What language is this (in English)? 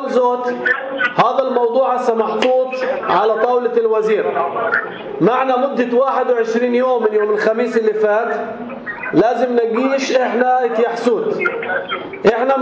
North Levantine Arabic